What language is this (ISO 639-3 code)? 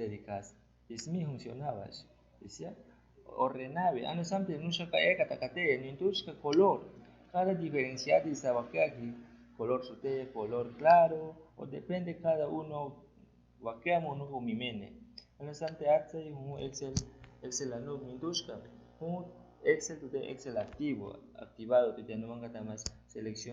agr